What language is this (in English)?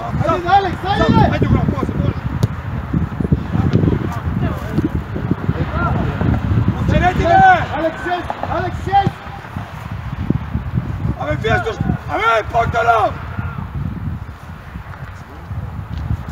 Bulgarian